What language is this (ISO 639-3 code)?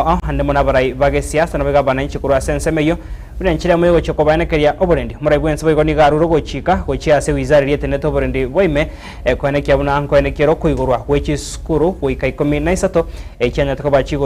guz